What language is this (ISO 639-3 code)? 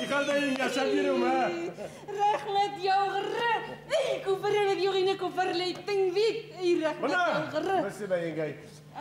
bak